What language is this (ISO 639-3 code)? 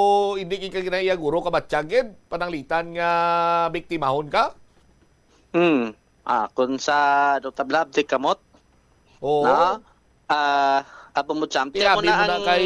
hil